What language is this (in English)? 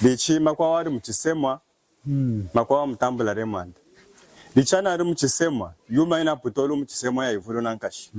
Lunda